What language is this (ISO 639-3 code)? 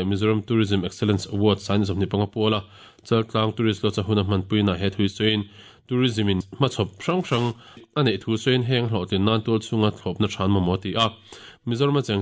lus